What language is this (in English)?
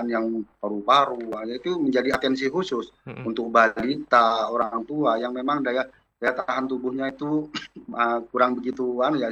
Indonesian